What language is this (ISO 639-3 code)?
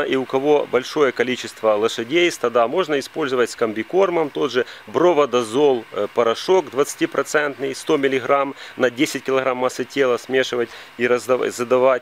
rus